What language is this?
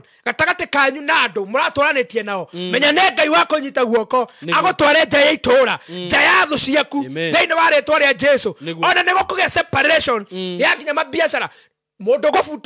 Kikuyu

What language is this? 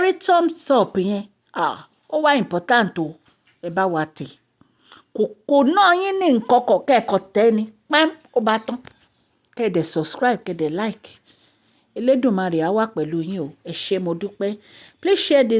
Yoruba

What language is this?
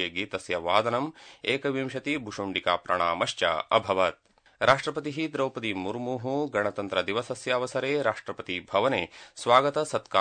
Sanskrit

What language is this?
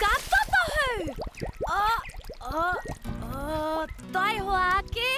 Māori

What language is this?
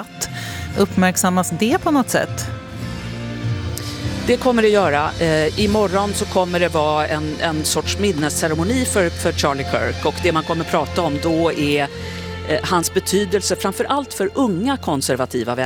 Swedish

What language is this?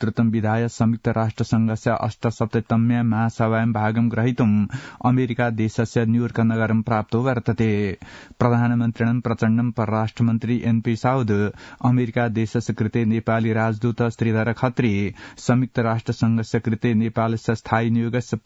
Sanskrit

